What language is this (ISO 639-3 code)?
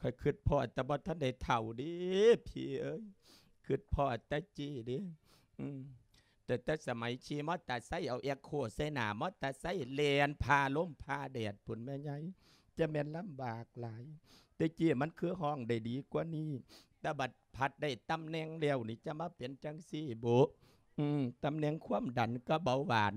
lao